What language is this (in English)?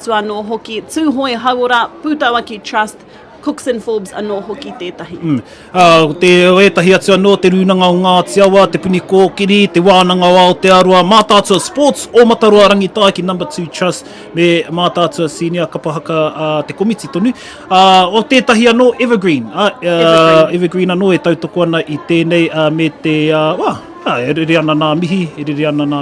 Māori